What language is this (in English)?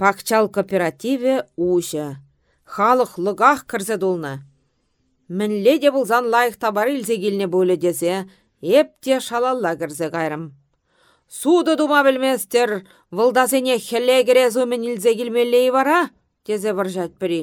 Chuvash